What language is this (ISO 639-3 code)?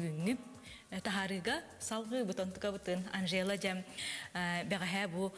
sah